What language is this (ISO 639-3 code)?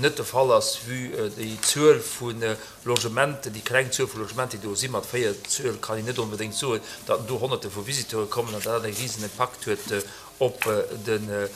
ltz